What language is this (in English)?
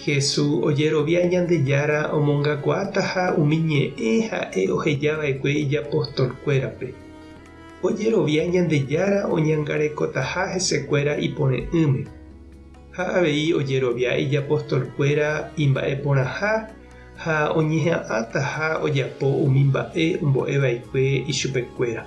Guarani